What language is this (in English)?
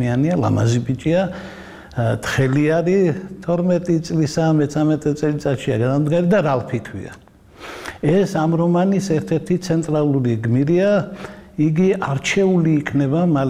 Georgian